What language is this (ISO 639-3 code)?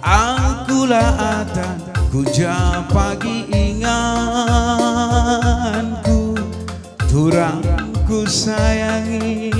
btx